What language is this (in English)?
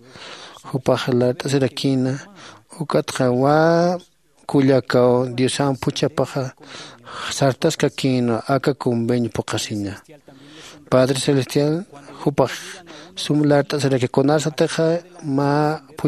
Aymara